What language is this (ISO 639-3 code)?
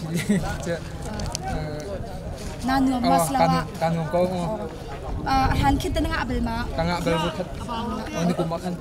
cnh